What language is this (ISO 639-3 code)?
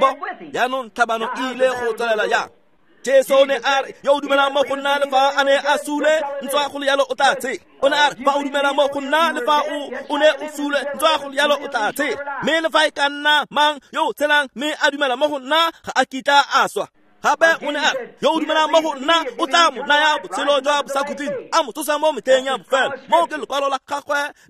tsn